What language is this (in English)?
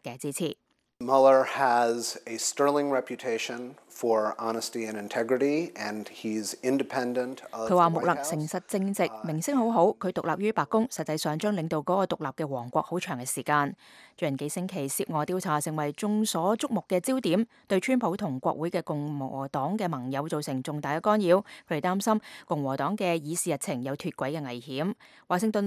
Cantonese